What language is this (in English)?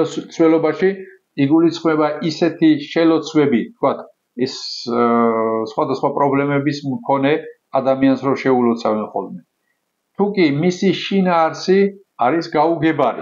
Georgian